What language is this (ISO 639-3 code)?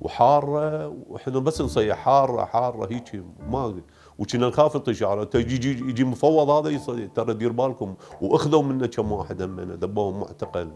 acm